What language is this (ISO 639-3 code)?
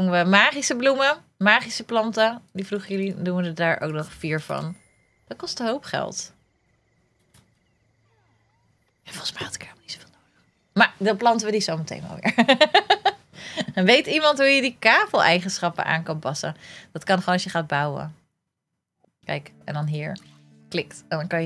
nld